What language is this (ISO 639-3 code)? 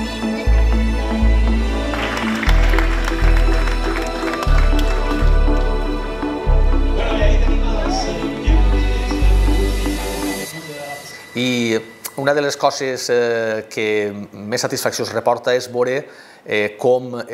cat